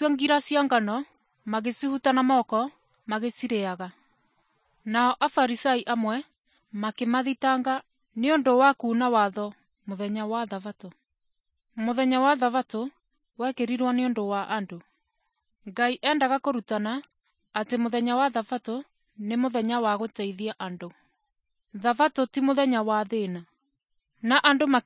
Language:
Kikuyu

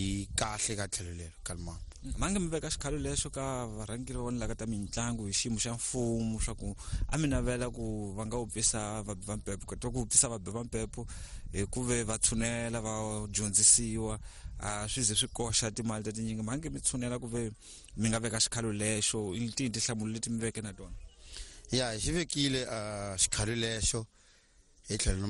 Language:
Tsonga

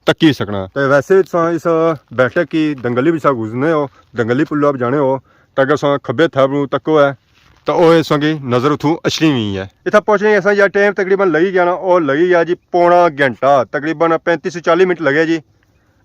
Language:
Pahari-Potwari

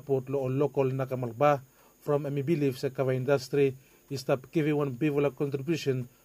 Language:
Bislama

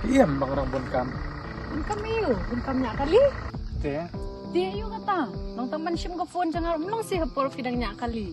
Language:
Khasi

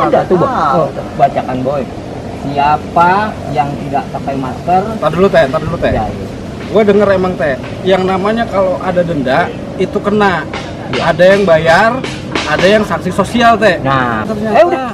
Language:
Betawi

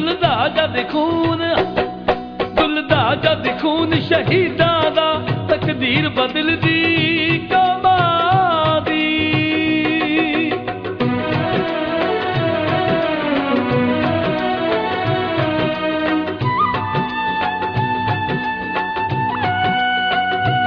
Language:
Punjabi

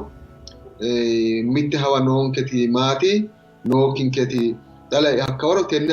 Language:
Sidamo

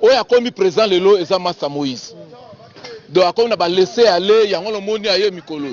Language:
Lingala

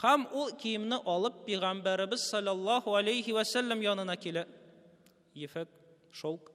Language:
Tatar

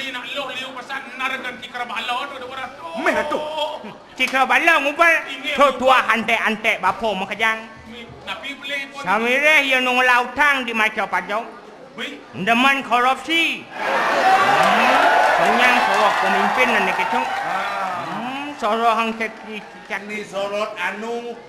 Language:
Balinese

